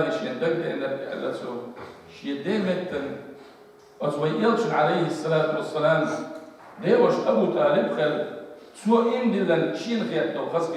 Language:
Chechen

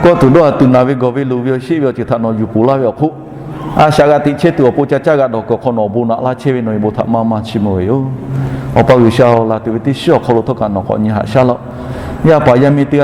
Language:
Lahu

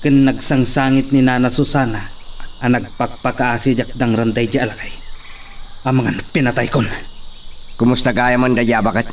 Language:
Iloko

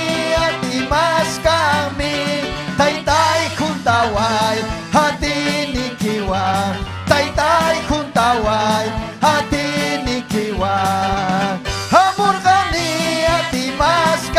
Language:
Ayacucho Quechua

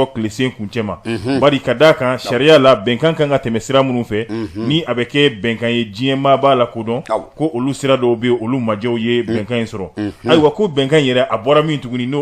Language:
Bambara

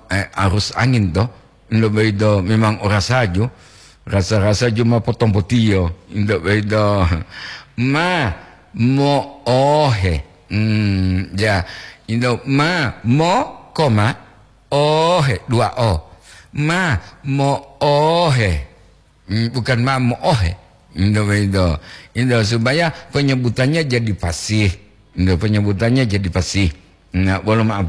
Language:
Gorontalo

